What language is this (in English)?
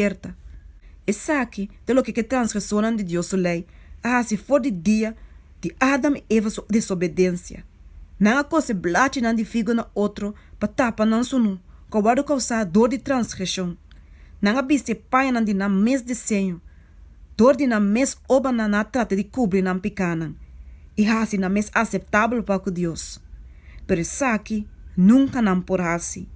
Papiamento